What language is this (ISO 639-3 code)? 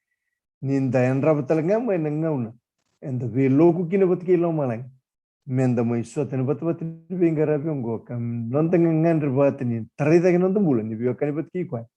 fij